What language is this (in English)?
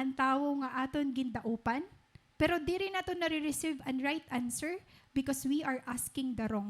Waray